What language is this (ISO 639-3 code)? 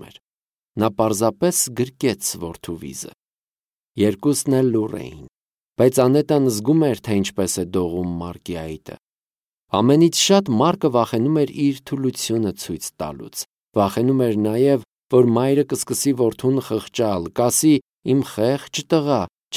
hye